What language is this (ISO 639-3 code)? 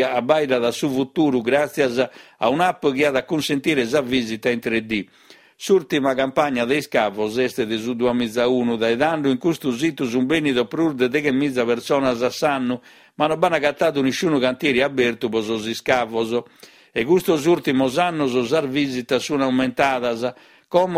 srd